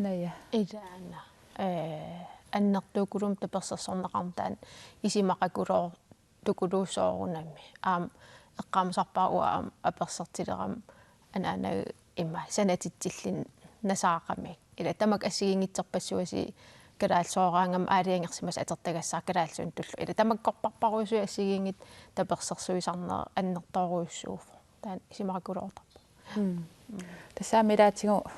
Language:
Kalaallisut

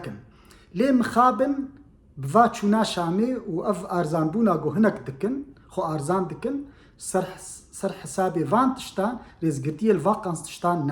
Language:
Kurdish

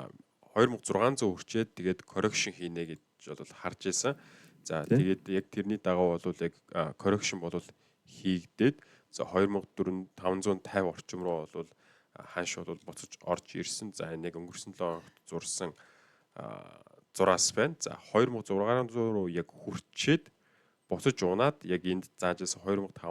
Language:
Mongolian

